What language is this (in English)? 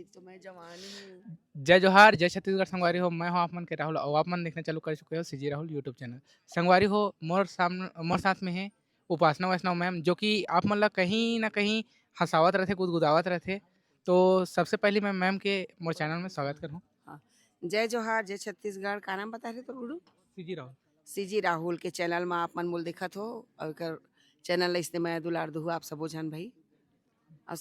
Chhattisgarhi